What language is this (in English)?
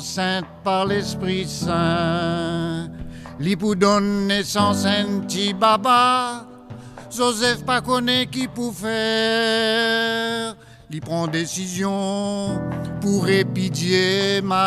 Morisyen